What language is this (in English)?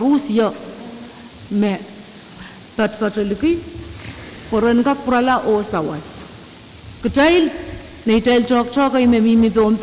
Pohnpeian